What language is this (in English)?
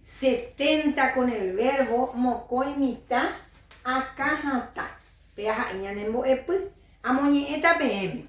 Guarani